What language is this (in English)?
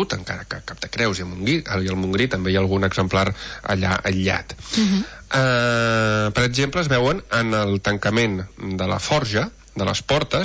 Catalan